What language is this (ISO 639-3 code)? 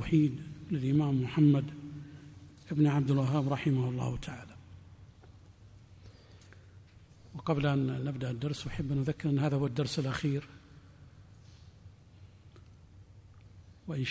ara